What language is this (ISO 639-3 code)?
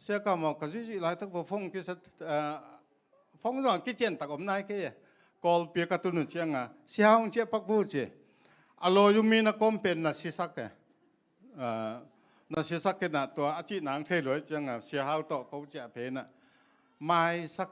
ctd